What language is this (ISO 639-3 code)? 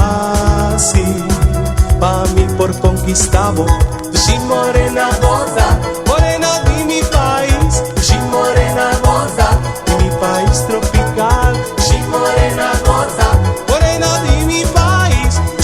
pap